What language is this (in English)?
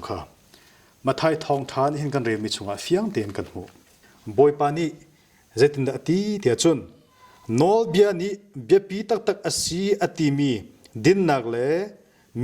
Hakha Chin